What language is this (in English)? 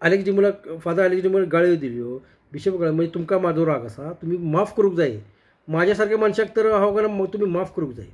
Konkani